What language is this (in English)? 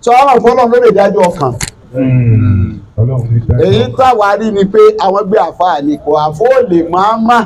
Yoruba